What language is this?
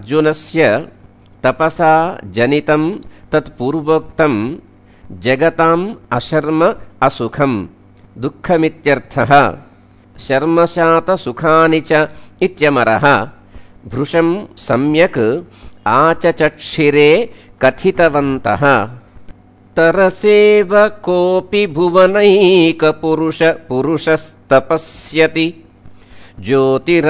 Sanskrit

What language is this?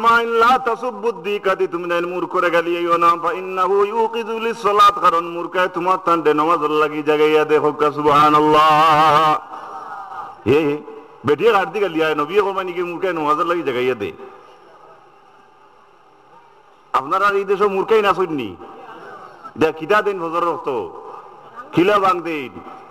Sylheti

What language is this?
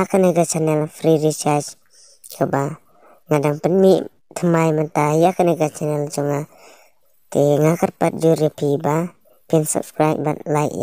Khasi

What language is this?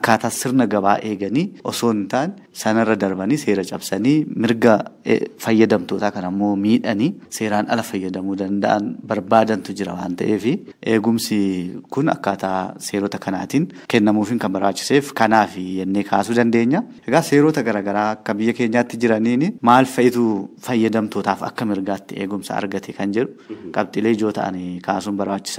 Oromo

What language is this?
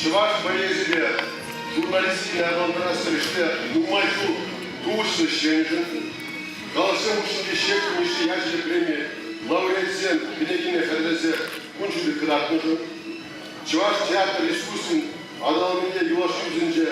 Chuvash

